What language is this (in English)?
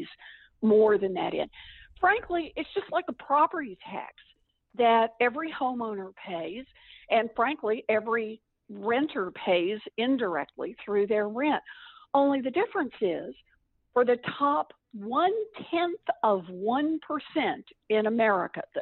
English